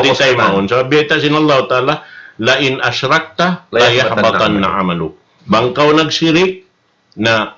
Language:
Tausug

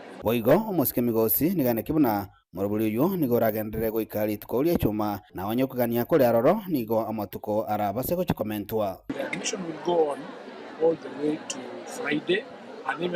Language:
Gusii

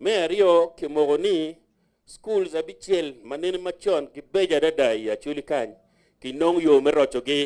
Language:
Acoli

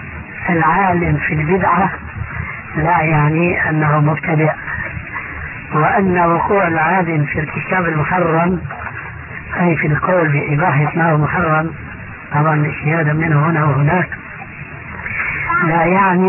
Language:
Arabic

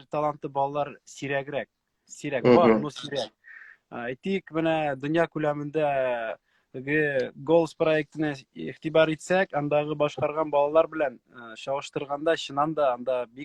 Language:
Tatar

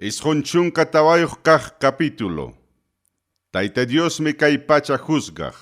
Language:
Ayacucho Quechua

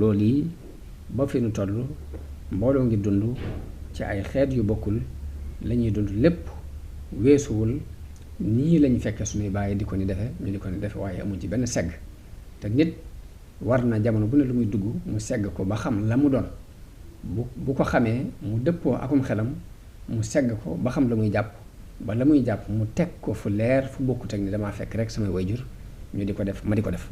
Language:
Wolof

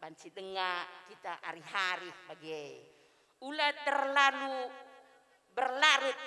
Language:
Batak Karo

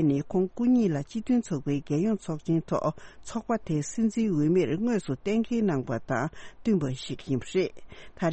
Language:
Tibetan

